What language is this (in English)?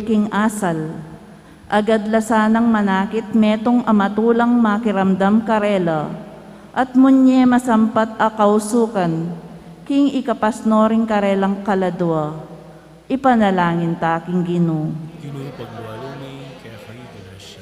Pampanga